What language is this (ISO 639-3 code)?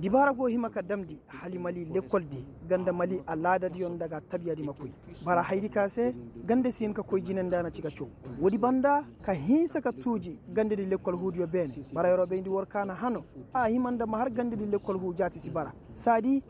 ses